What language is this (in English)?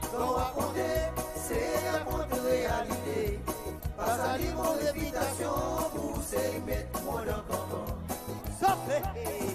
Seselwa Creole French